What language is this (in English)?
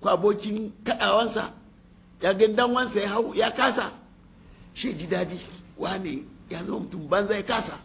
Hausa